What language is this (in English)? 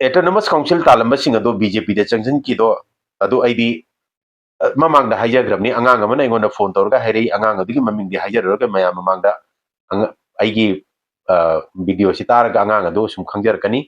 Manipuri